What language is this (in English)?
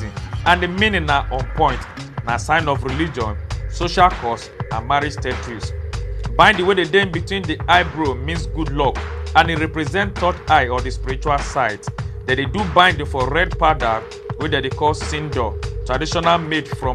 Nigerian Pidgin